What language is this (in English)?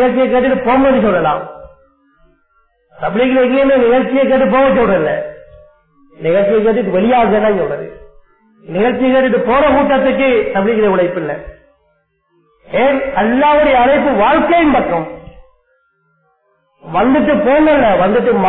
Tamil